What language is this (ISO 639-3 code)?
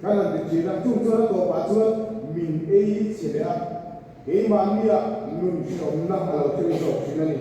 lus